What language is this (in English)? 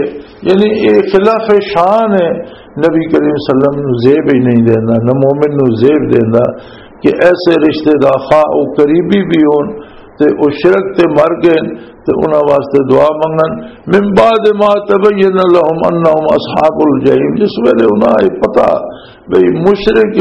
Western Panjabi